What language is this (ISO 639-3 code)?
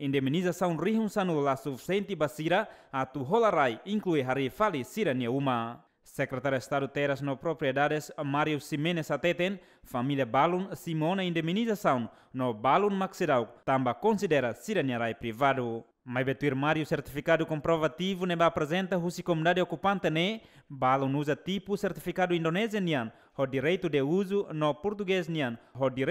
tet